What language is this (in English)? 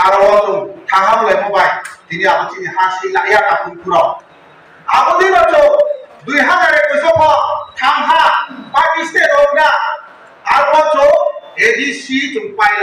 Kok Borok